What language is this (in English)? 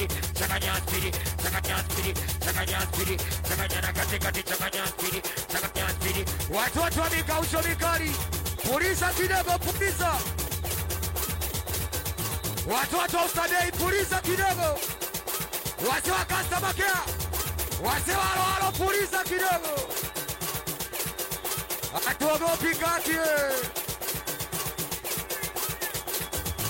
Swahili